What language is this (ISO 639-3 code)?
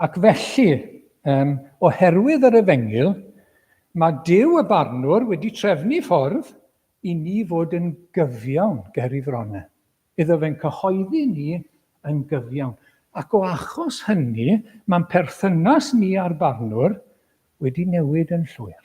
cym